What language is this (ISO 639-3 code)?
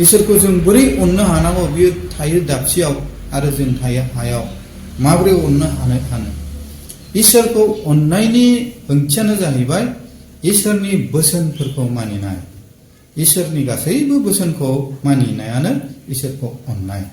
brx